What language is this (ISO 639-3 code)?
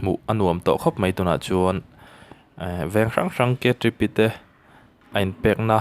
lus